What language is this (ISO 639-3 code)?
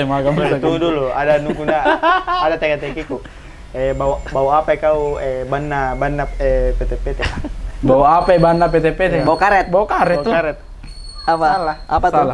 mfp